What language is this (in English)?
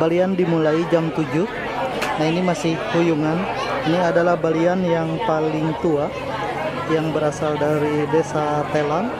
Ma'anyan